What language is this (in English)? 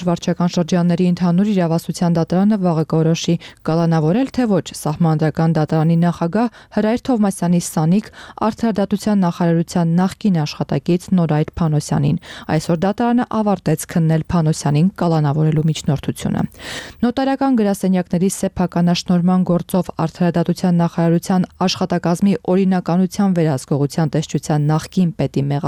Armenian